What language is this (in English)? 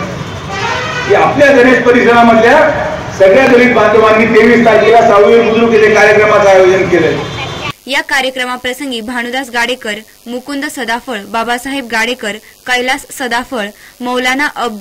Marathi